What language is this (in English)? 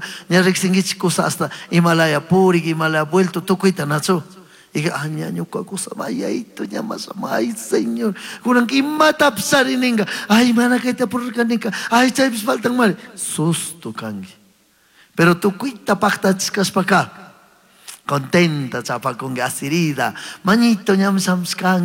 Chimborazo Highland Quichua